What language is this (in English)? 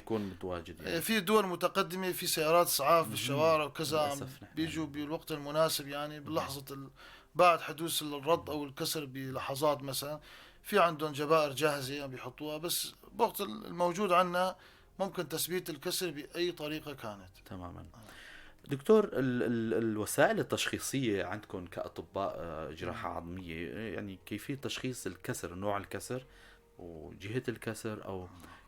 North Levantine Arabic